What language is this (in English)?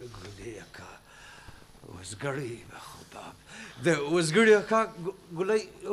Brahui